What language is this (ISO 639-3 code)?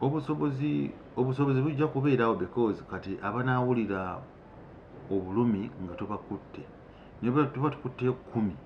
lug